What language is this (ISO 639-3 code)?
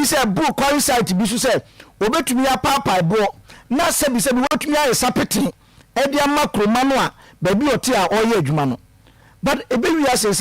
aka